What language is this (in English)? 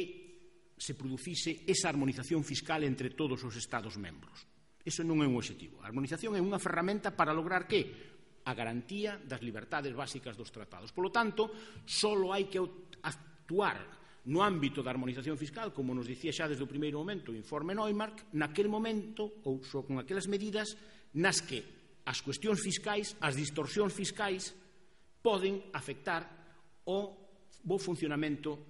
Galician